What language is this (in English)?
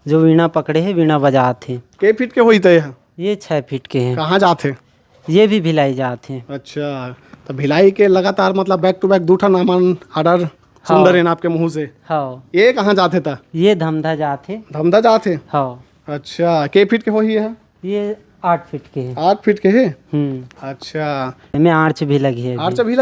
Chhattisgarhi